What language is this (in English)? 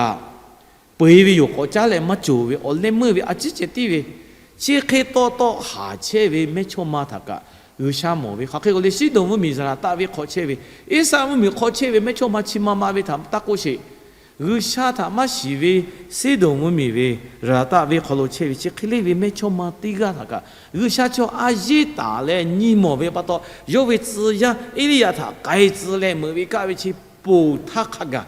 Lahu